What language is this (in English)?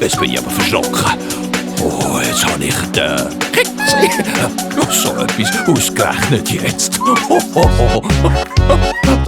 Swiss German